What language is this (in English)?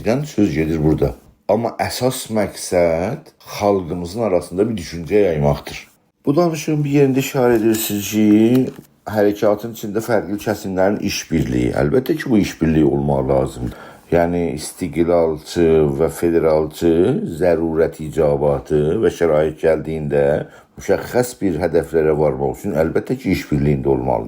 South Azerbaijani